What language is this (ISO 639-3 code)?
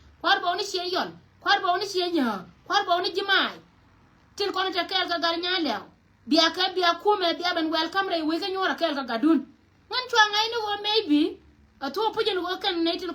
nus